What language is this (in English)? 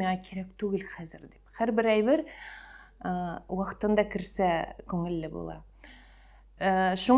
Tatar